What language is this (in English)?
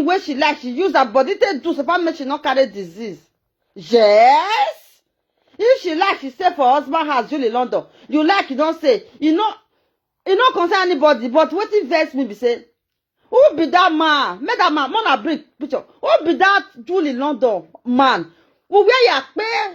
Nigerian Pidgin